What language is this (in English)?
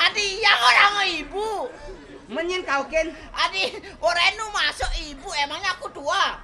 Balinese